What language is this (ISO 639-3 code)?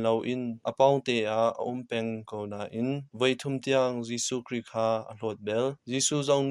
cnh